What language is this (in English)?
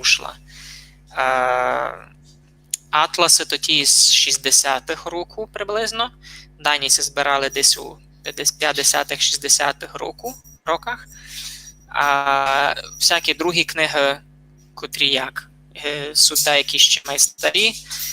Rusyn